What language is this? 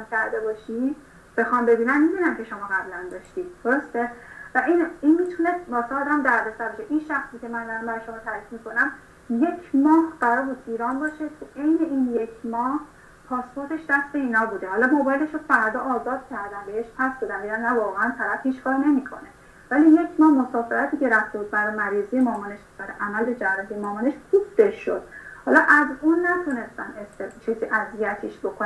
Persian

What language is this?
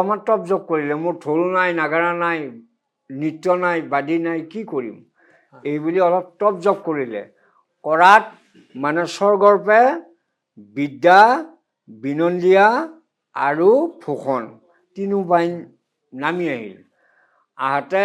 Assamese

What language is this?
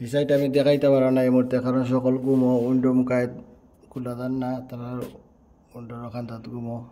Sylheti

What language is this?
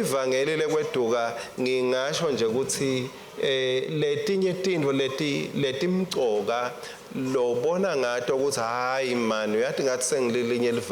Swati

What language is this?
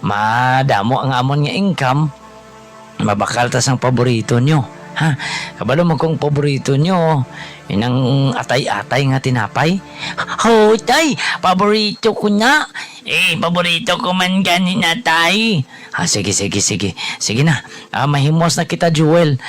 Hiligaynon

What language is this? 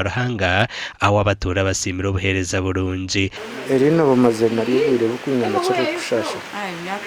Nyankole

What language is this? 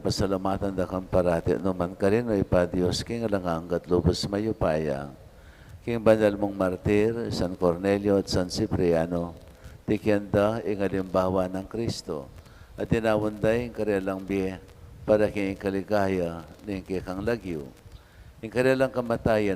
Pampanga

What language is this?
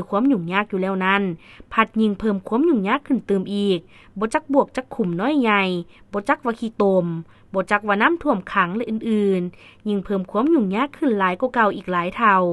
Lao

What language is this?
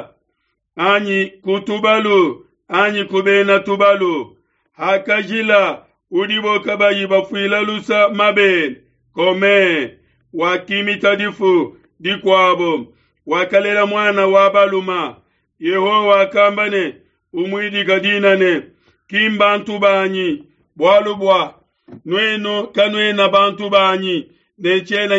Luba-Lulua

